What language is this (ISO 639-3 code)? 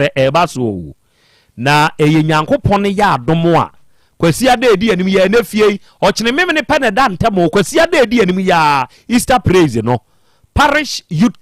aka